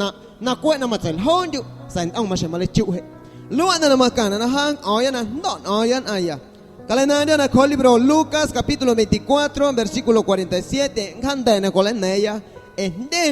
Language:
Guerrero Amuzgo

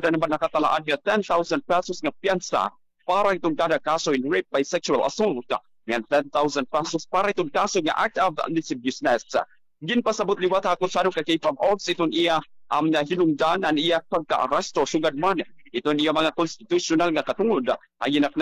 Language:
Waray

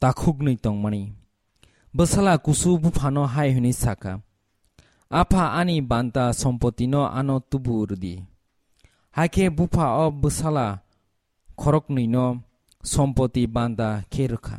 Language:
Kok Borok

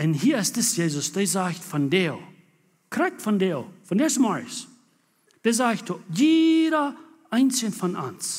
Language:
Plautdietsch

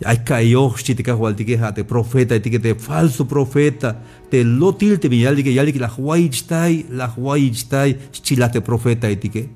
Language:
Tzeltal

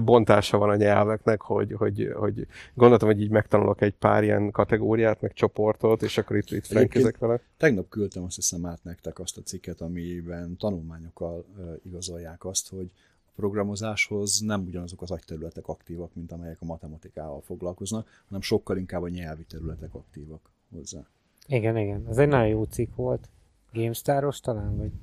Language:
Hungarian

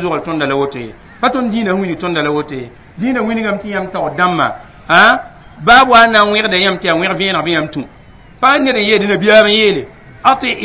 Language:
Mossi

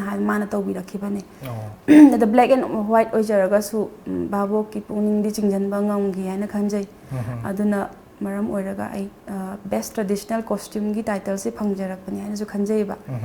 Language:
Manipuri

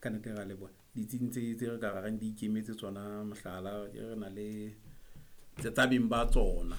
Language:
Southern Sotho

